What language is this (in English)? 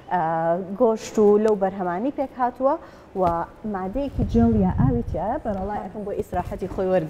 Central Kurdish